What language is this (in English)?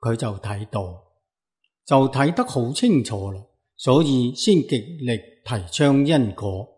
Cantonese